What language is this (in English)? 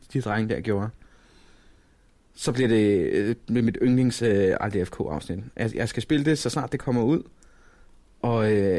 Danish